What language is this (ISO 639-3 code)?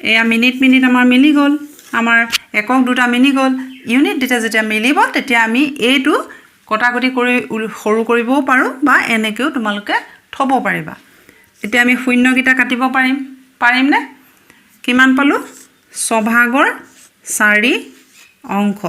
asm